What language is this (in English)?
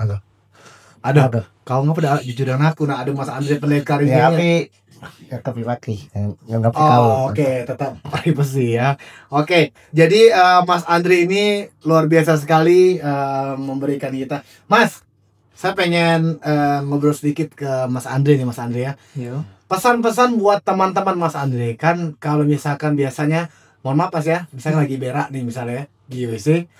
Musi